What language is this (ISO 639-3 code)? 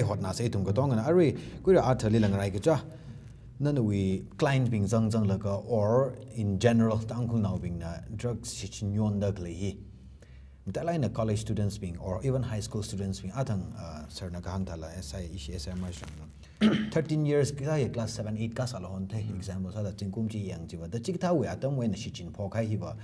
nmf